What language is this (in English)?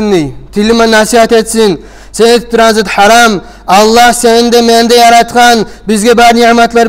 Kumyk